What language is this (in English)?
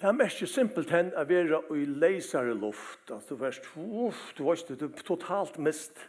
Faroese